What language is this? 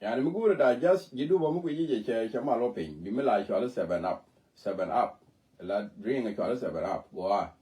Nuer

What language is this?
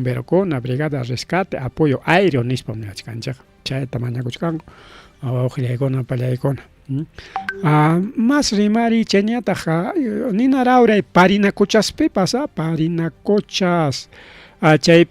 Ayacucho Quechua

